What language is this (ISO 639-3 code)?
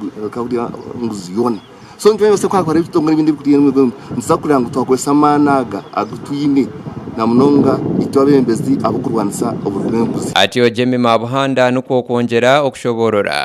nyn